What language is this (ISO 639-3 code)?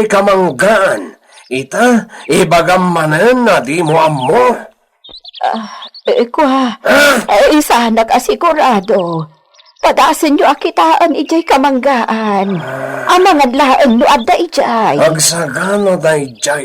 ilo